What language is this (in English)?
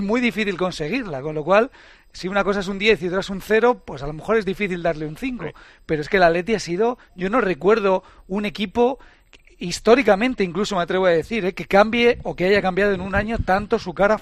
Spanish